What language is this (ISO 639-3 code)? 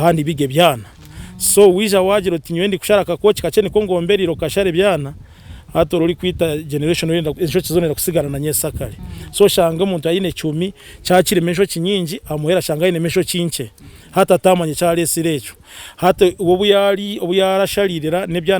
nyn